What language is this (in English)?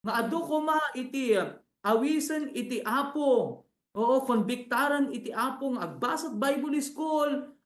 Iloko